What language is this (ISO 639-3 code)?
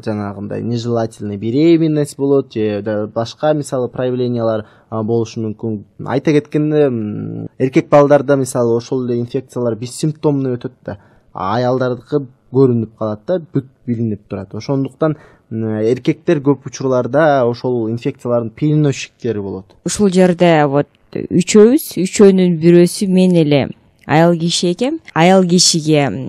kir